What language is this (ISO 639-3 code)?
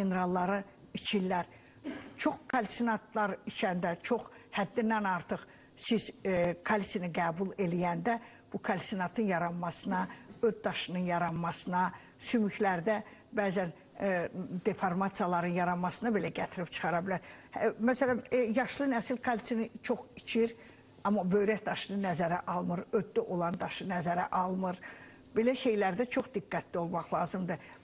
aze